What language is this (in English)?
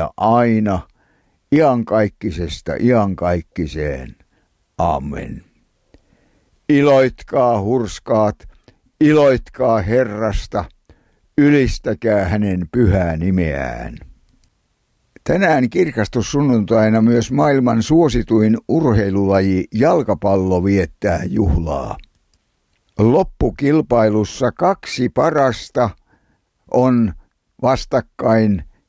Finnish